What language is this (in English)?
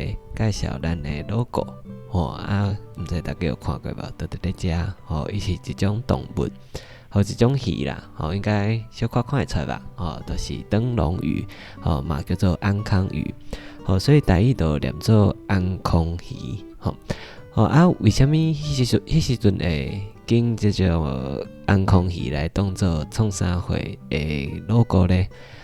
Min Nan Chinese